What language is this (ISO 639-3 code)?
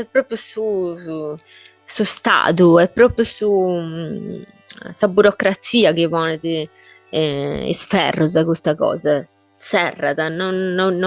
srd